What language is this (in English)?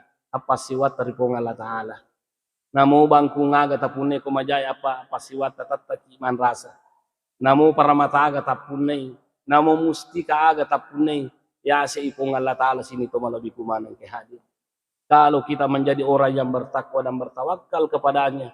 Buginese